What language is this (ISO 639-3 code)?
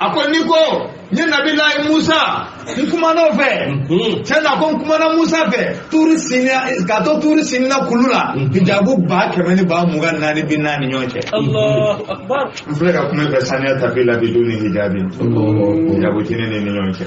bam